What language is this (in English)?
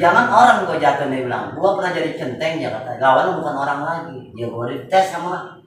Betawi